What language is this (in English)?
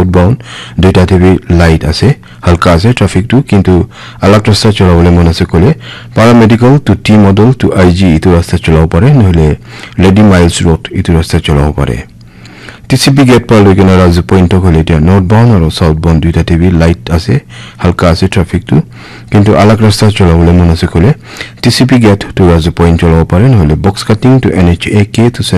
Naga Pidgin